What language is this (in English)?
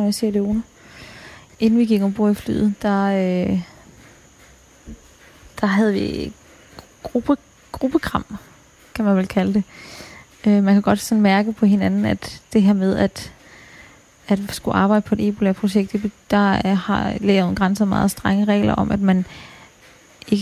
Danish